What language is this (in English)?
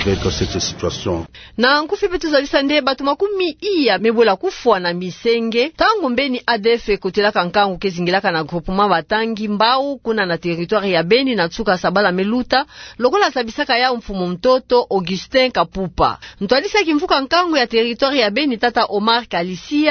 Kituba (Democratic Republic of Congo)